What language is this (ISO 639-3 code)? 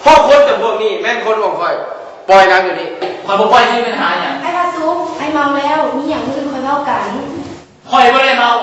lao